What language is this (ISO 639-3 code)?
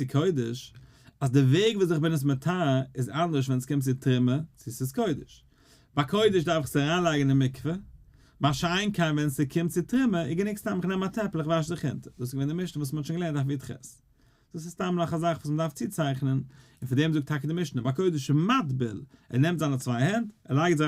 yid